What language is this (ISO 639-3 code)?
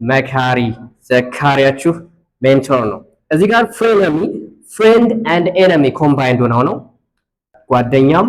amh